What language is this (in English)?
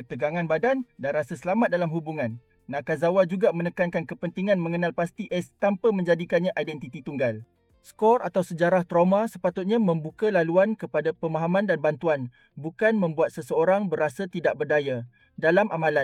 Malay